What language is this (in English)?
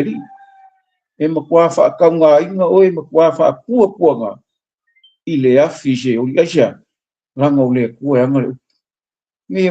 Samoan